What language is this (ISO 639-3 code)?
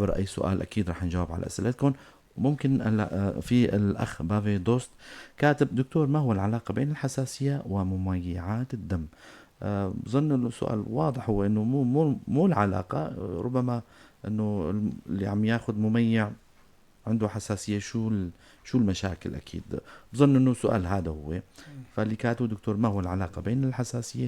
apc